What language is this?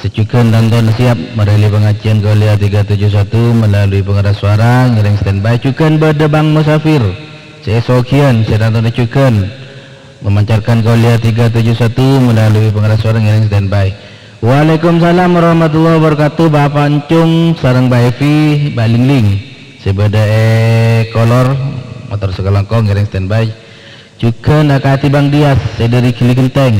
Madurese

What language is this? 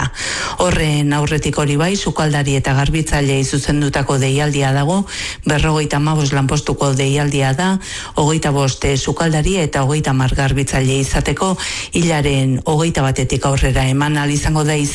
Basque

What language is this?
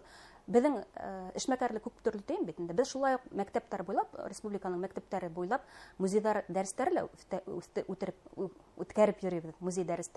Bashkir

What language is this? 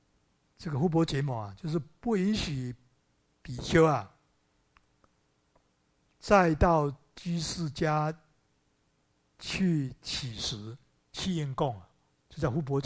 Chinese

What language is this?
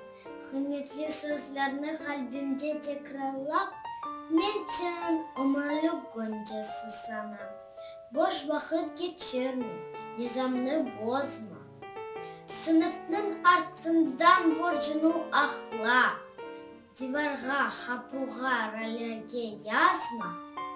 Crimean Tatar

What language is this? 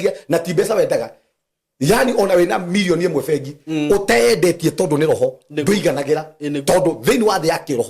Kikuyu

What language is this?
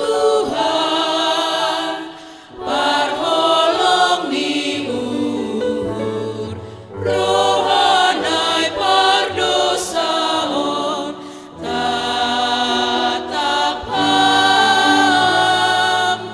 Batak Simalungun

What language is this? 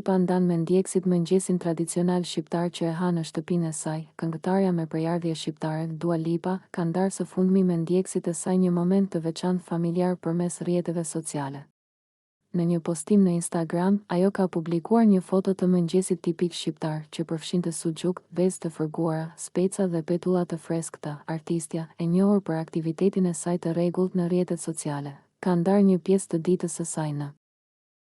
Albanian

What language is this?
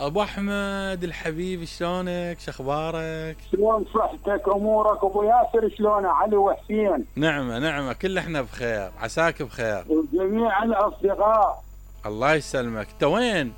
Mesopotamian Arabic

